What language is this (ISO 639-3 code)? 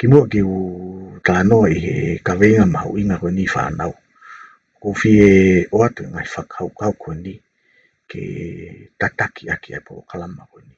ton